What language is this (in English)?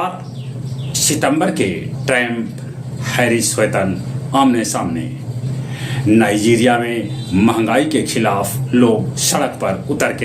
Magahi